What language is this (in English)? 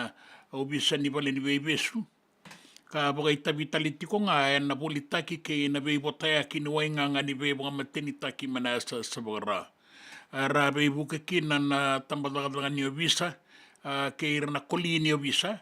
Fijian